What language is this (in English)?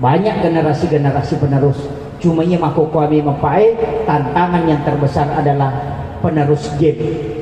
Buginese